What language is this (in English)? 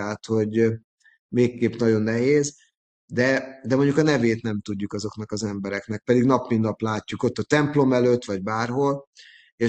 Hungarian